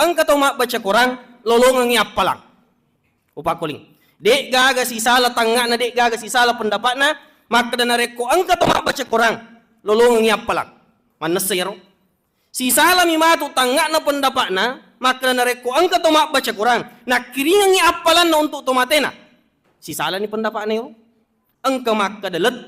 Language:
Buginese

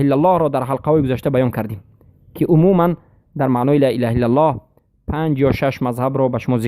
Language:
Persian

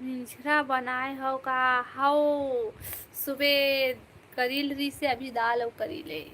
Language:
Chhattisgarhi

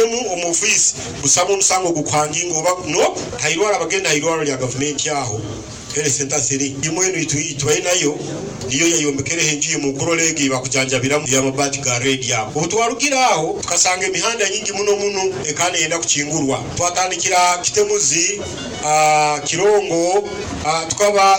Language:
Nyoro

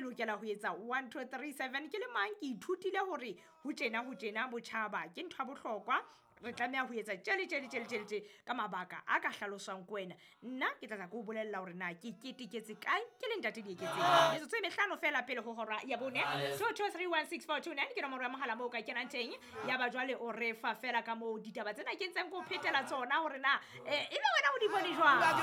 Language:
Southern Sotho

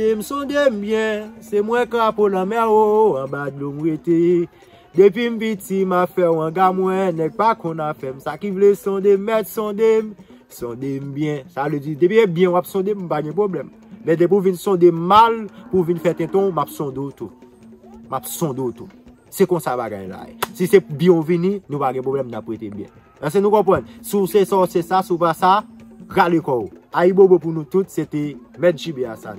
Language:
Haitian Creole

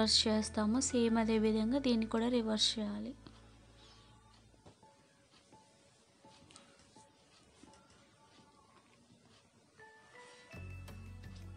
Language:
Telugu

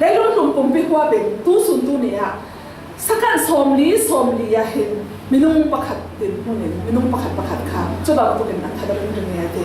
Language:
Falam Chin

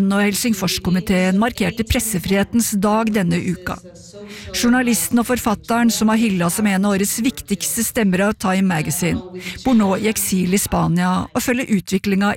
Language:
Norwegian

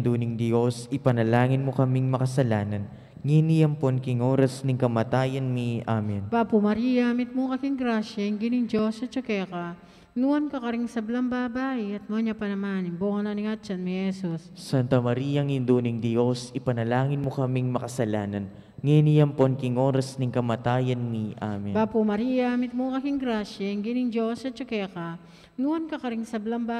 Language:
Pampanga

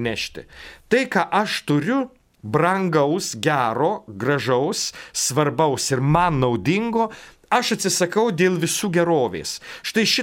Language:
Lithuanian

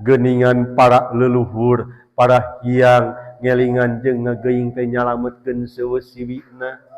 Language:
Sundanese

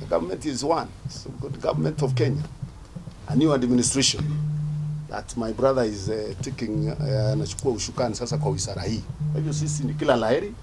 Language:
Meru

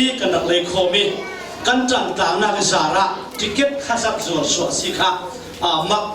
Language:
Falam Chin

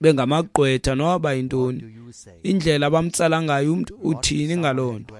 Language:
Xhosa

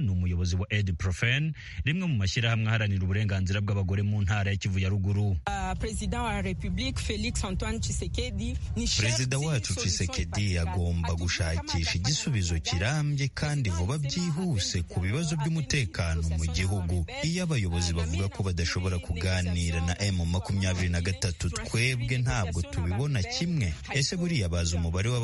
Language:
Kinyarwanda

